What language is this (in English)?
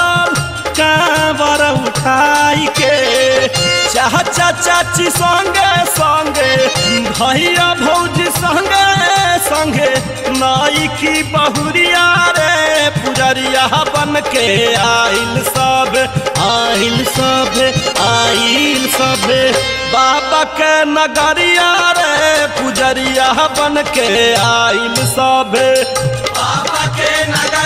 Bhojpuri